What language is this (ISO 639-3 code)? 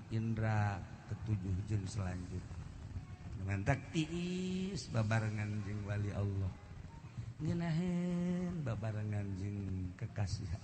sun